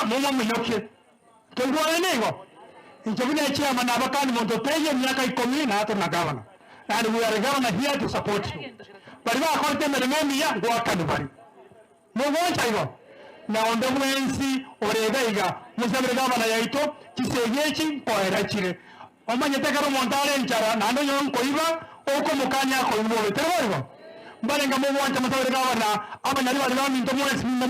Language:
Gusii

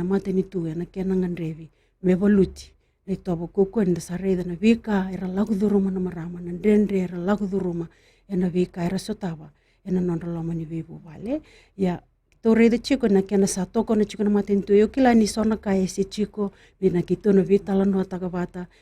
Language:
Fijian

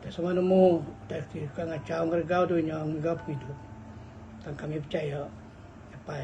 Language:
Iban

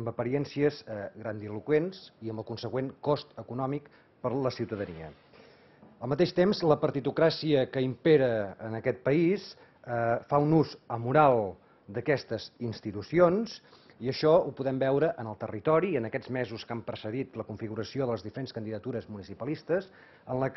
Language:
Catalan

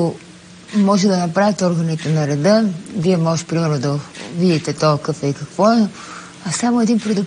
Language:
Bulgarian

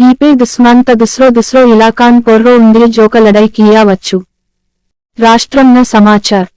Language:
Gondi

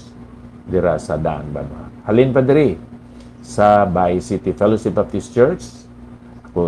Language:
Hiligaynon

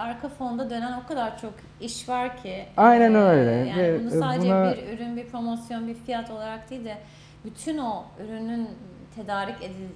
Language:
Turkish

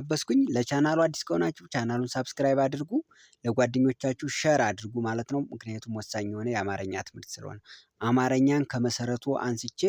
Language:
Amharic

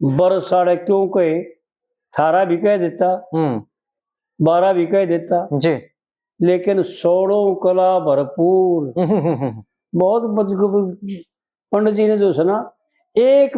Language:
Haryanvi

